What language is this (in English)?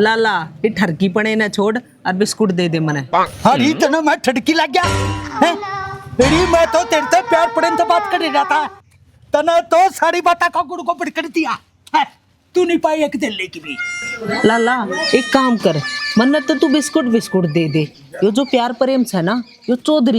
Haryanvi